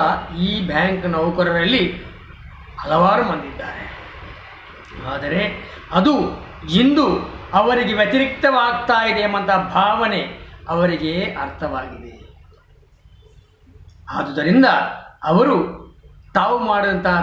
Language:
Kannada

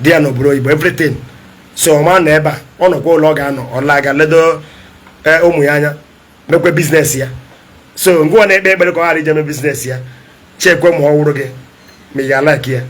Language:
Igbo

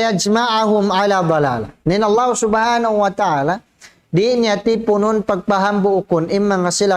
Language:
Tausug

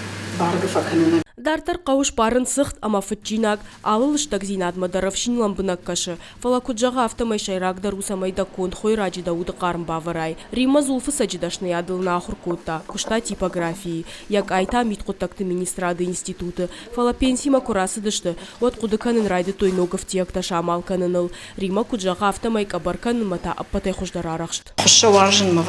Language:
Ossetic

